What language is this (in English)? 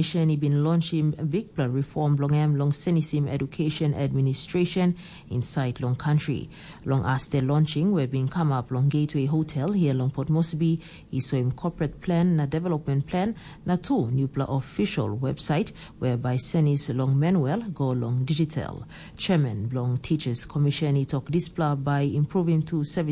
Tok Pisin